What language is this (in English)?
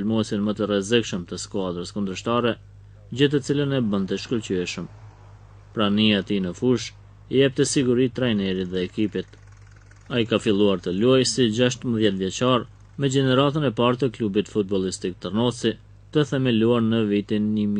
Albanian